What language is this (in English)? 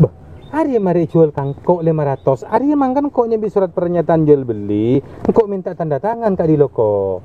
Madurese